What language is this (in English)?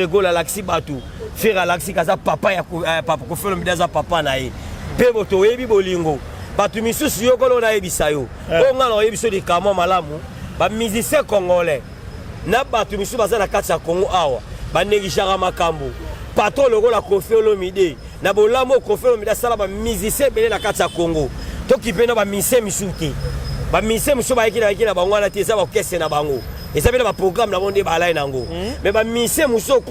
Lingala